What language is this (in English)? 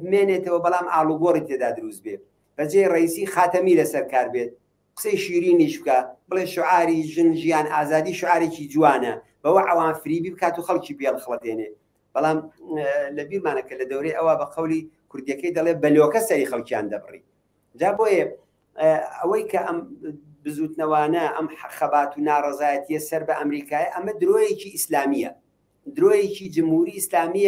Central Kurdish